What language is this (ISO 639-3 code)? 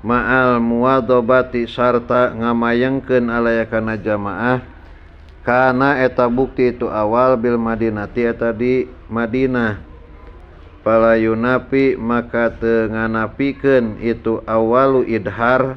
sun